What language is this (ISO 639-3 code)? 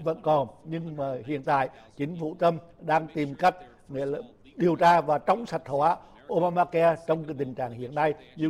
vie